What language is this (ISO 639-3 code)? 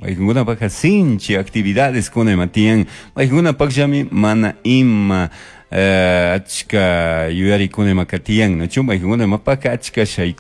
qug